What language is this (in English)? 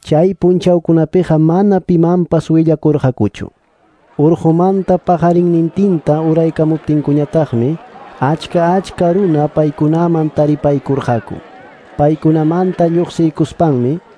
Quechua